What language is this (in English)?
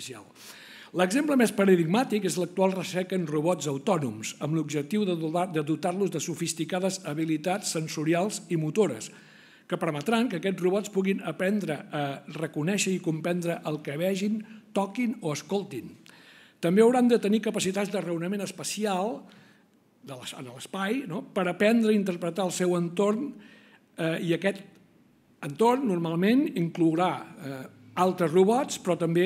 Catalan